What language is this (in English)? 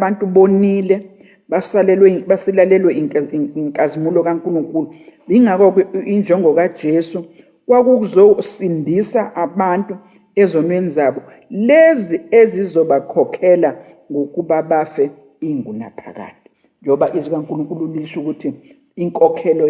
Zulu